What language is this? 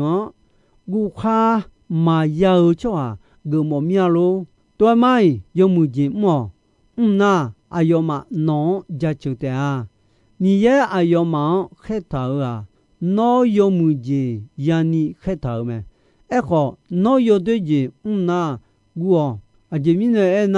Akha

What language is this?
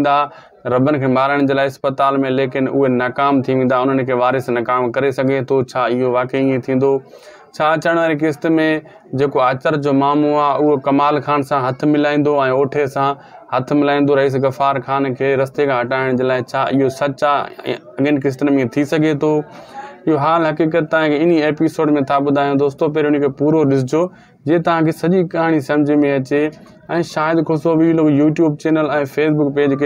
Sindhi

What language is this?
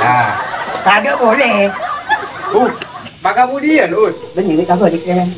Madurese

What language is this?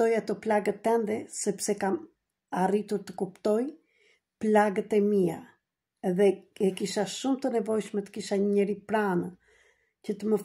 Albanian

